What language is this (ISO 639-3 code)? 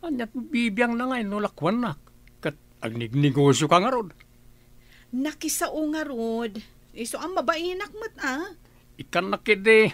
ilo